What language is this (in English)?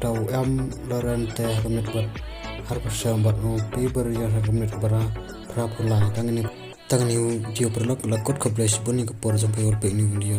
Khasi